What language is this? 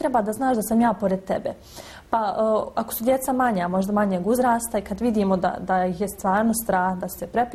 Bosnian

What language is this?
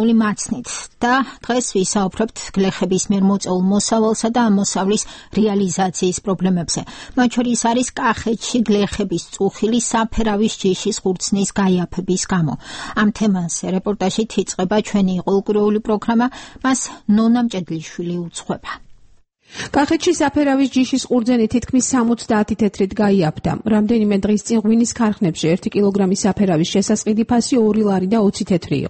Georgian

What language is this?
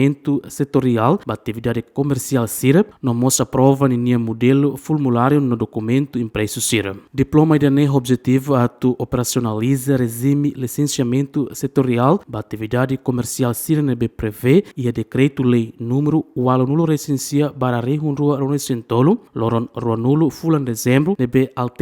Tetum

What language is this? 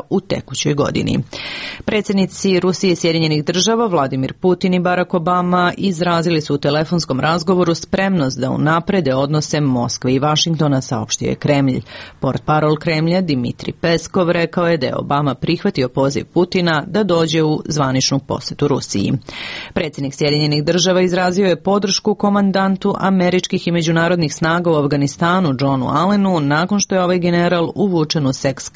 Serbian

